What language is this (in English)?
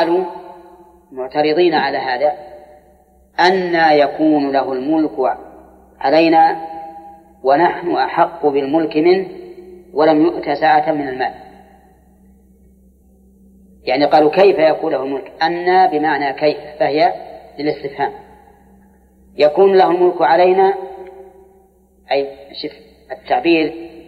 Arabic